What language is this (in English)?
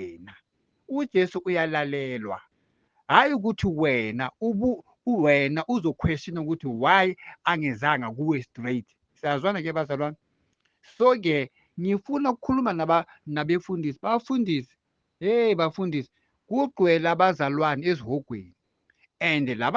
Zulu